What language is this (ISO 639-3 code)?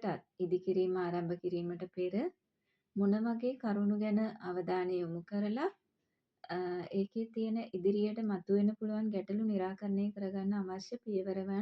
sin